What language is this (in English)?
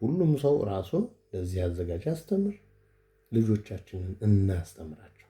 Amharic